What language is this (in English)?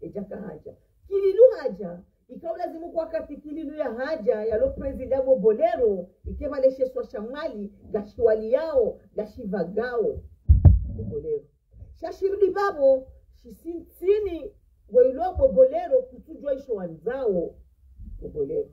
Ngazidja Comorian